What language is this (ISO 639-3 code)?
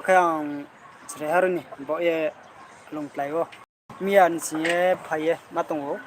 ria